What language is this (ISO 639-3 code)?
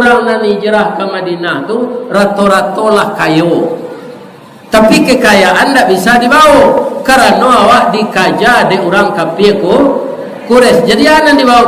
min